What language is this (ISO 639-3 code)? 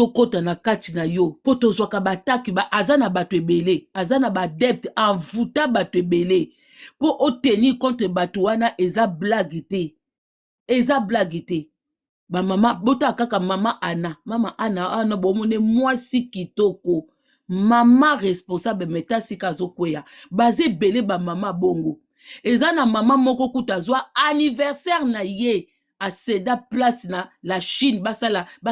lin